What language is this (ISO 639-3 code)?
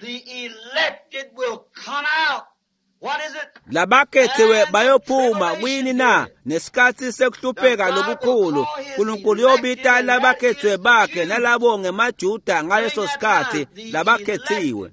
ssw